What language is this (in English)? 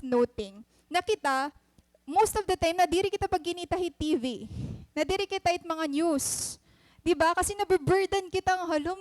Waray